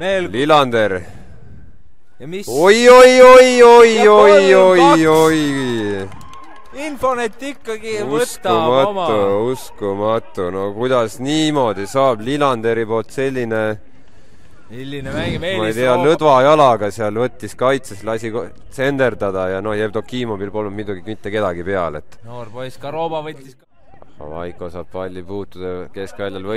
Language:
Estonian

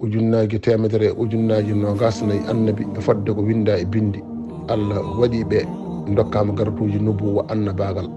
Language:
Fula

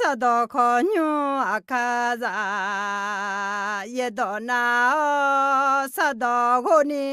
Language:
Akha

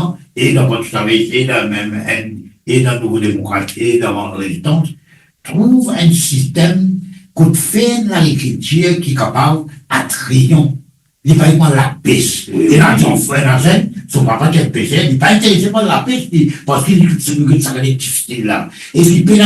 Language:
Morisyen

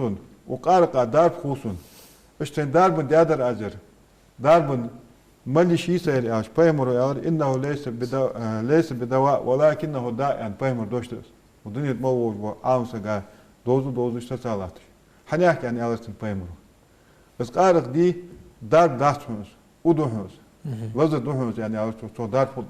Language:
Ingush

